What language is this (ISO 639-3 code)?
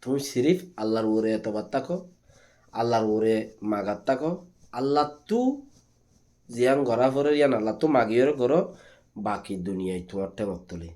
rhg